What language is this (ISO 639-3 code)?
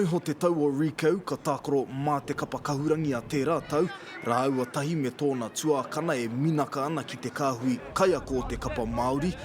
mri